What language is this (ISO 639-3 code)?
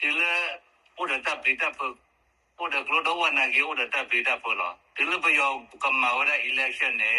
ksw